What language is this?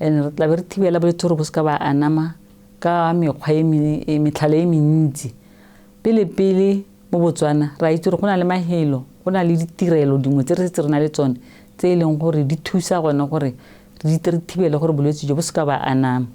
Tswana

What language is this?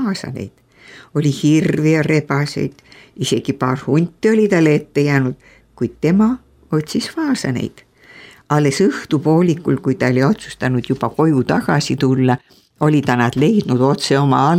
Estonian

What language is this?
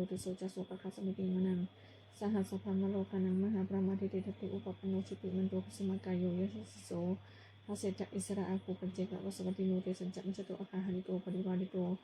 Pali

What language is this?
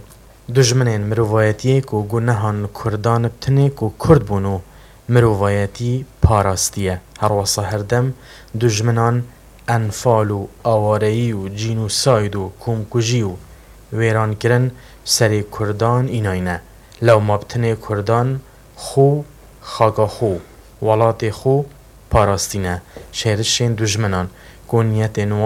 Kurdish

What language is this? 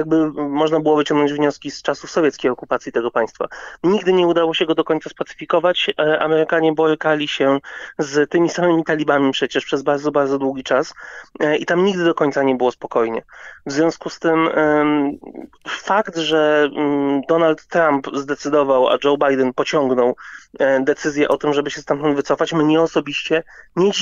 Polish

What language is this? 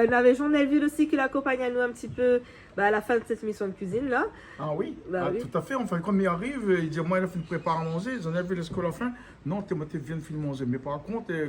Réunion Creole French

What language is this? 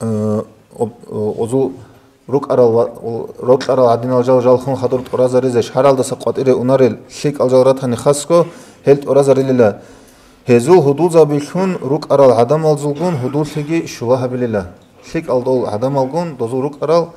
Avaric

